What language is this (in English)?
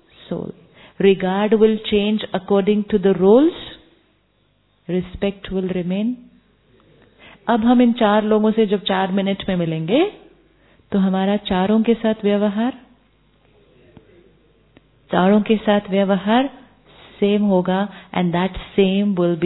Hindi